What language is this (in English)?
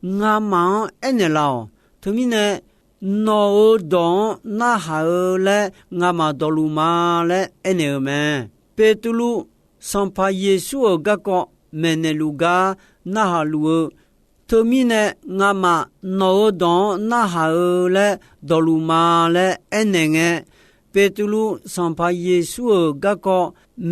Akha